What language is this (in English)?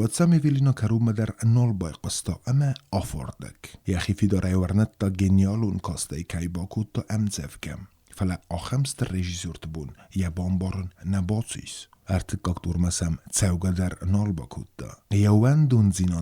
Ossetic